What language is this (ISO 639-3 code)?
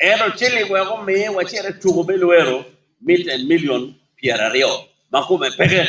ach